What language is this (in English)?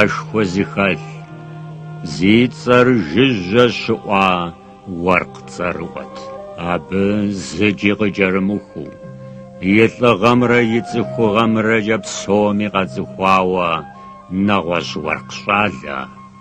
Kabardian